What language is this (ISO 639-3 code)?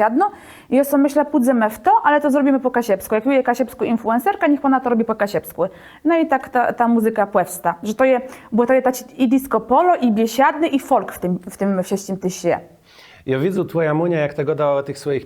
csb